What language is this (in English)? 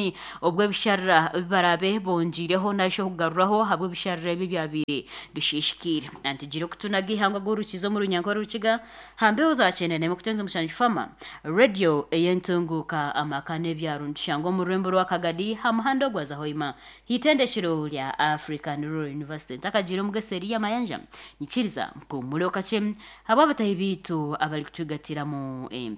Nyankole